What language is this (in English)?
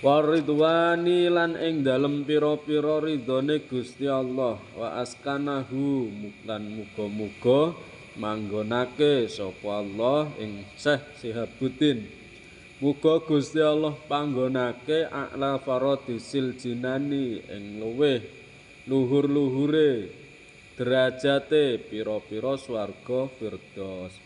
Javanese